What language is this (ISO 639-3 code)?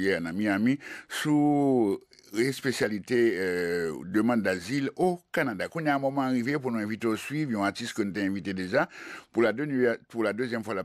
hat